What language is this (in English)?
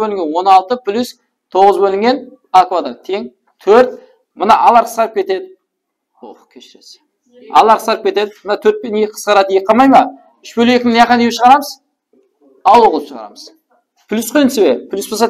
Kara-Kalpak